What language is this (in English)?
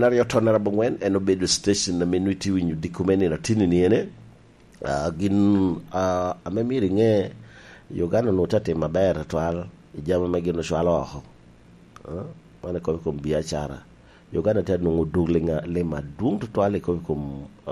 Lango (Uganda)